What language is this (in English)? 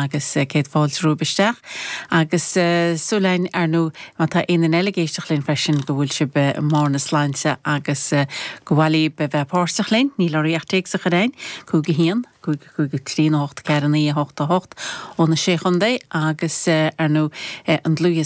Irish